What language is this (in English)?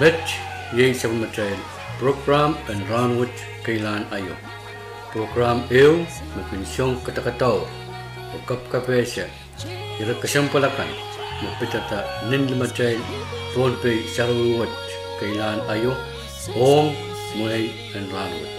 Pohnpeian